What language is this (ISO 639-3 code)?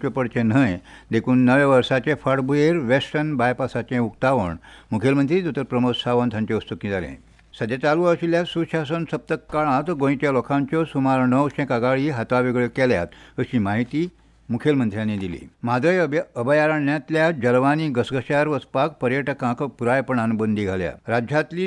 kok